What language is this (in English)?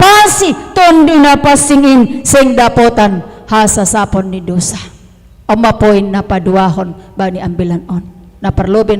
Batak Simalungun